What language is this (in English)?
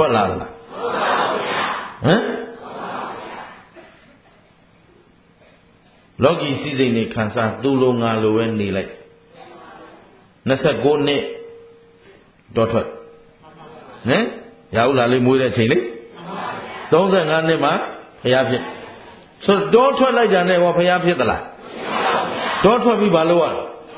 Burmese